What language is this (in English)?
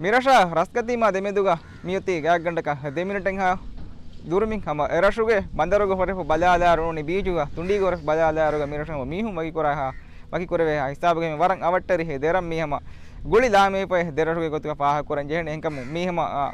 Divehi